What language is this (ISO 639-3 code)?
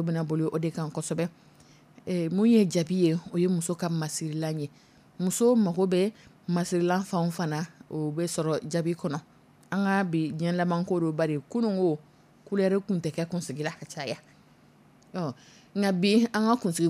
dyu